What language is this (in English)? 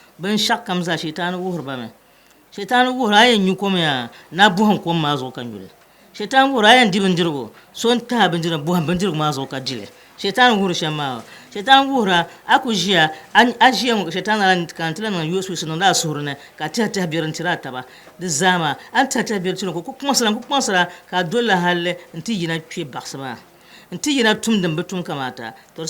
Dagbani